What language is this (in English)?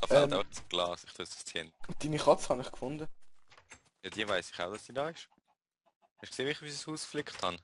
Swiss German